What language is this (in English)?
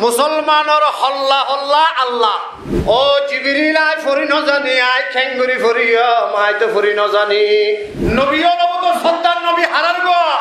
Rohingya